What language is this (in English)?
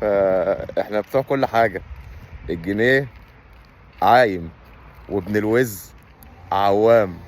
Egyptian Arabic